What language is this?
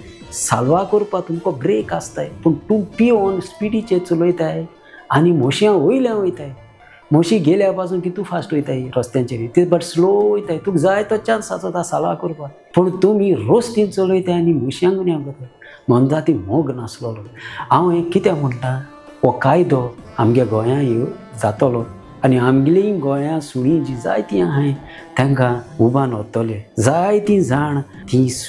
Konkani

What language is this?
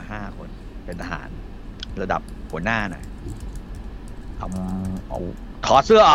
Thai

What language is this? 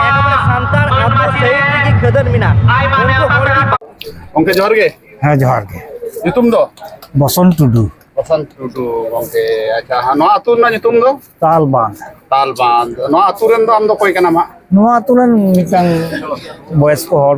Santali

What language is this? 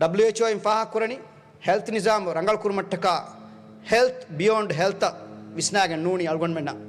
Divehi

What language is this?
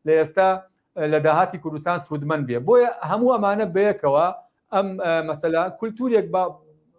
Central Kurdish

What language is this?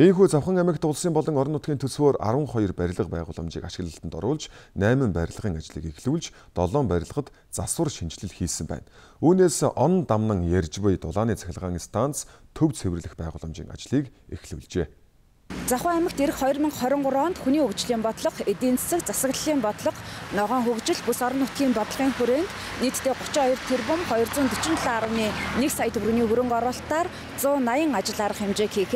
Mongolian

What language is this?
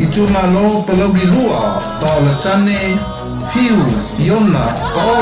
Samoan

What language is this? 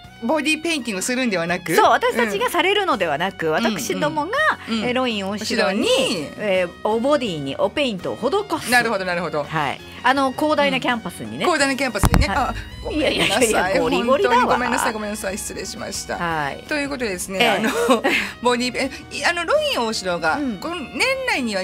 Japanese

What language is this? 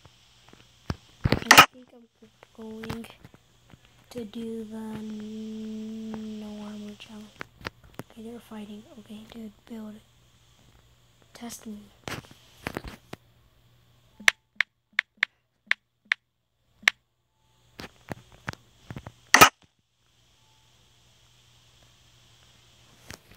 English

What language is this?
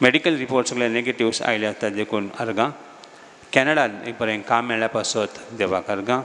Konkani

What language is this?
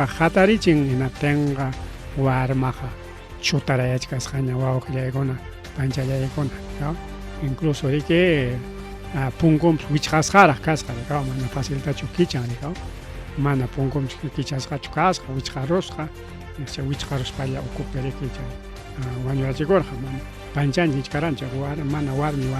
Ayacucho Quechua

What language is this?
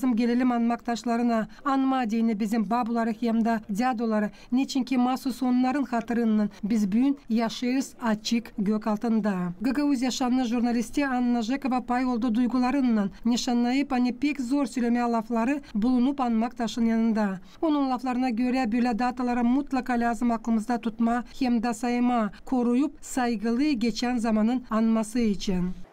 Gagauz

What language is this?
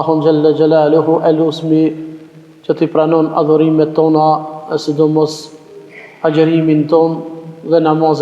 Albanian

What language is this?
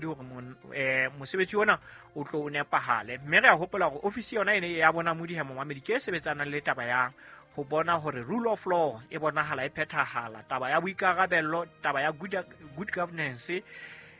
Southern Sotho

